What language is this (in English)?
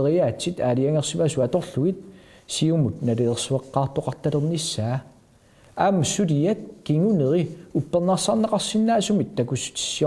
Kalaallisut